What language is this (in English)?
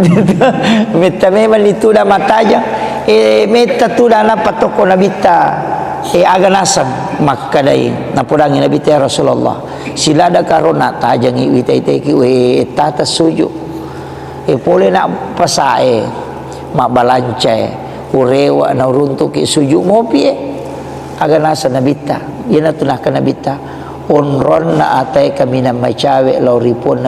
Buginese